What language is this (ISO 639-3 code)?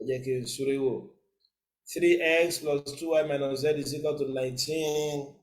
yor